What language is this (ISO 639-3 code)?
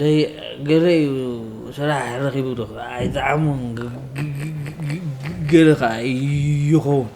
tir